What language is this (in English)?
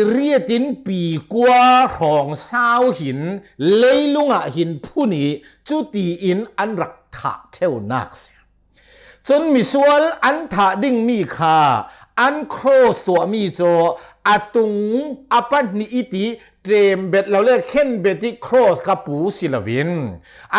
Hakha Chin